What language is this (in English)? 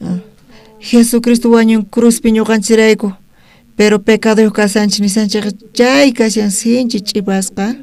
South Bolivian Quechua